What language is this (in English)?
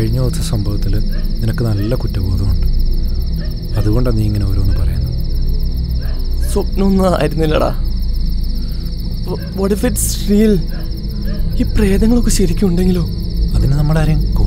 Malayalam